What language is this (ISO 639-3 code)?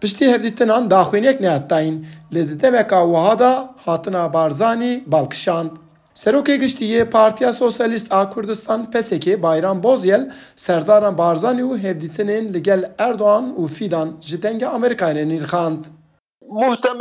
kur